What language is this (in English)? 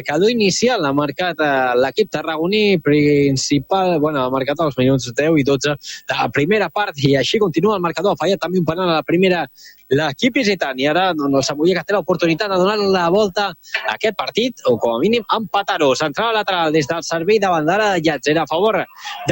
Catalan